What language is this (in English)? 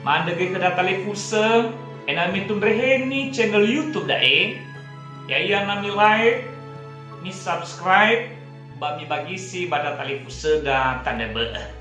Nias